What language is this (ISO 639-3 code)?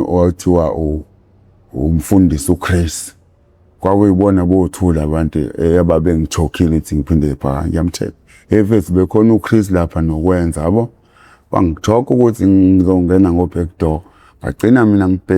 zul